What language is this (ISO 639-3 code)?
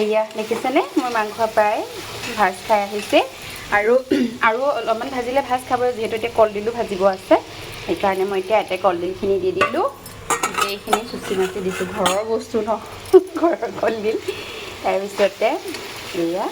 asm